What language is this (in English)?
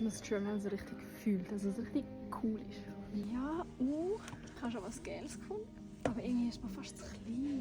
Swiss German